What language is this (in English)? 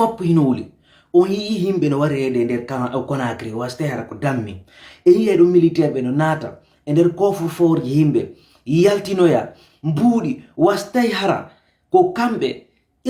Fula